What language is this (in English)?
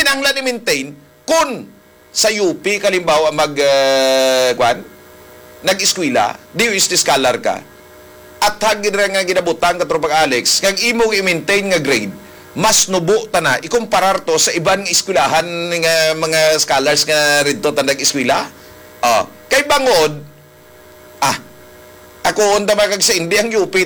Hiligaynon